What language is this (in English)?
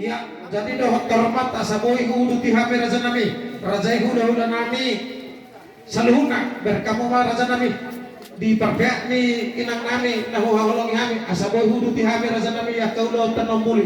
Batak Toba